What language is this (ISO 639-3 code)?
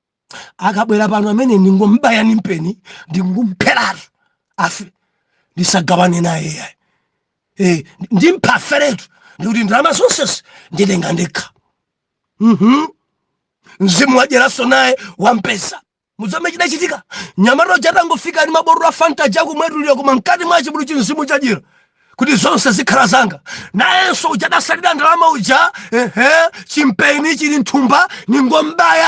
nya